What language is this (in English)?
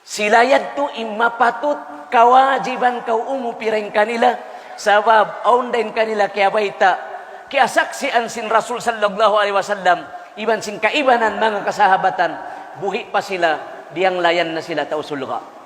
Tausug